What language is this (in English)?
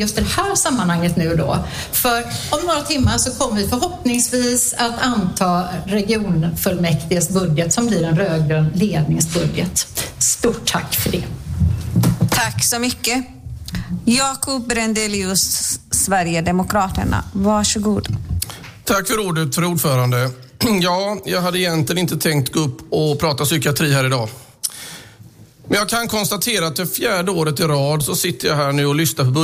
Swedish